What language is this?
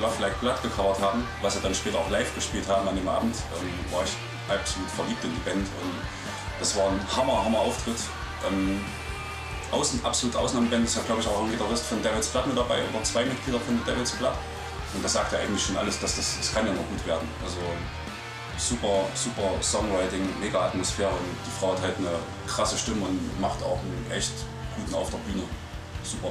German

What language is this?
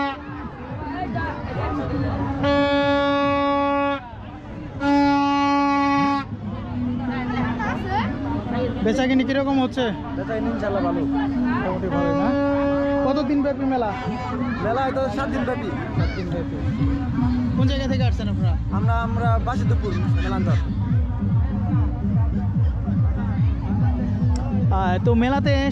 Bangla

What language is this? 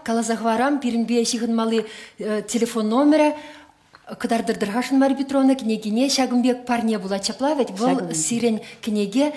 Chuvash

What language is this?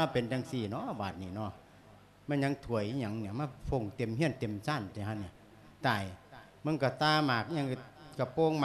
Lao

